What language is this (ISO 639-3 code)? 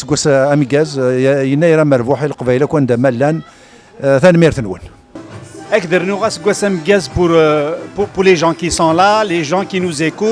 kab